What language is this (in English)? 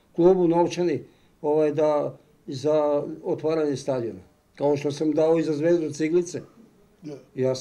Serbian